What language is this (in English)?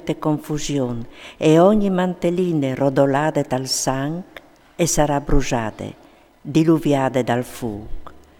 Friulian